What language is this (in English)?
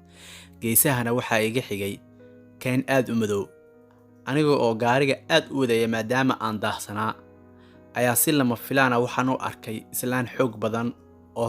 Somali